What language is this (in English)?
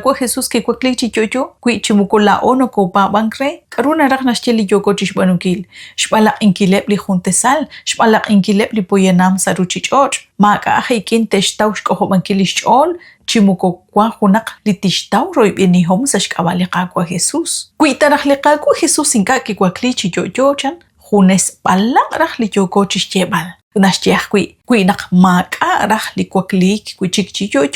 Kekchí